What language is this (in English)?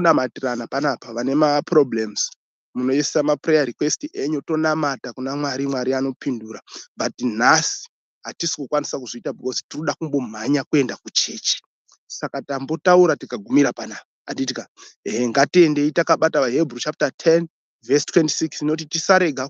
Shona